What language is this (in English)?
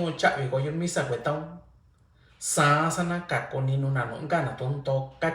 Mixtepec Mixtec